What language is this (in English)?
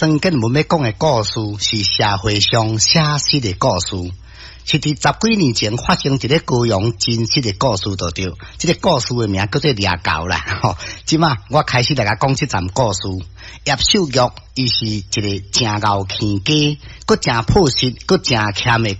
Min Nan Chinese